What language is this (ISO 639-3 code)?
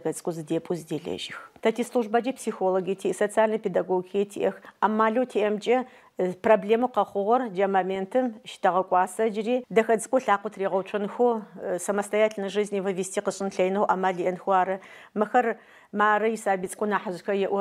ady